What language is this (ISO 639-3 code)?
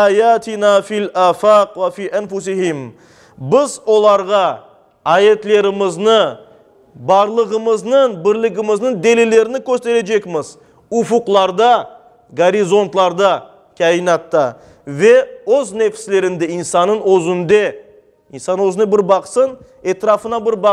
crh